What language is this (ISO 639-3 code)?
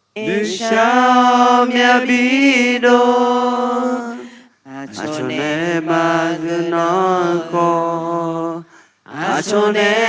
ahk